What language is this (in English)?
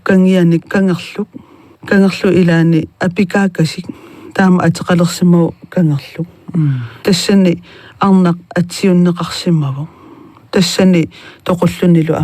Kalaallisut